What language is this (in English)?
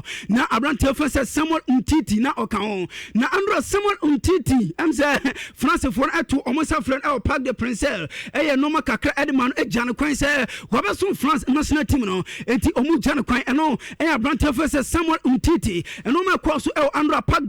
Akan